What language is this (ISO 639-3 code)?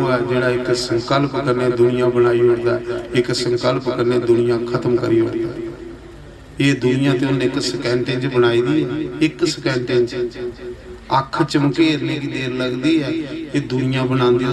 doi